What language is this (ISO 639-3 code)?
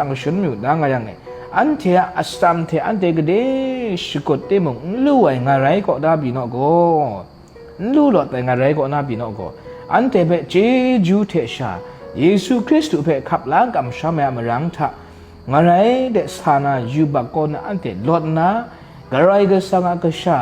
kac